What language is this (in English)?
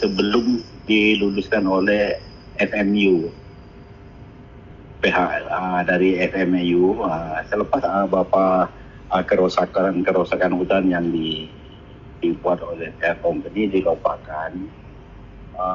Malay